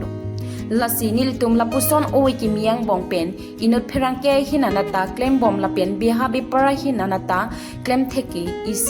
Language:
Karbi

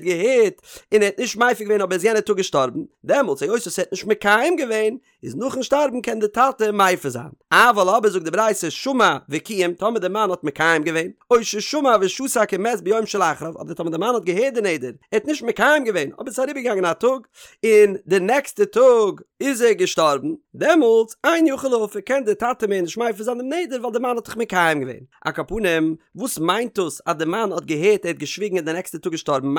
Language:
Yiddish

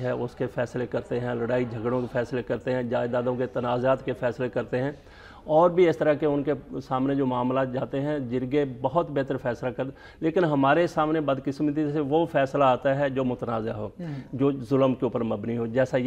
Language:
Urdu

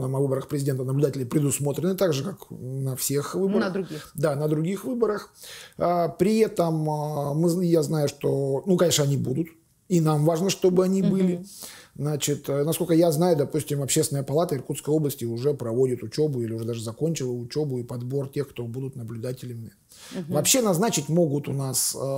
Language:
Russian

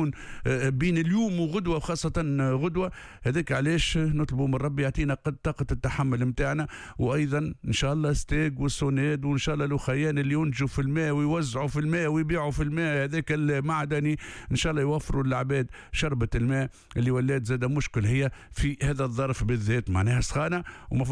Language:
Tunisian Arabic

